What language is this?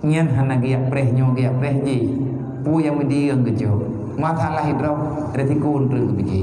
Achinese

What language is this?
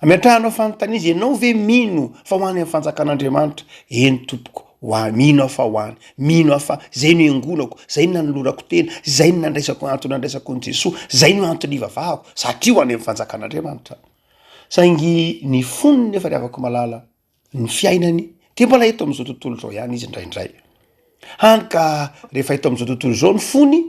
Malagasy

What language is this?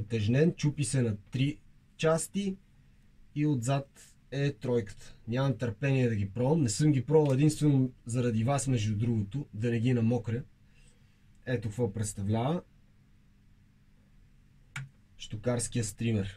Bulgarian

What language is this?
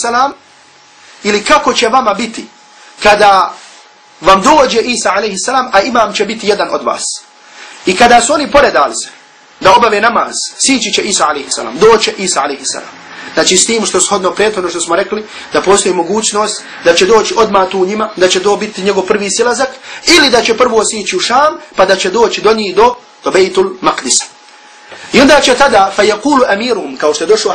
Bosnian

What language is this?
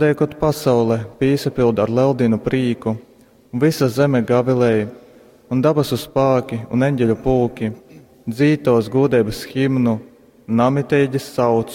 Latgalian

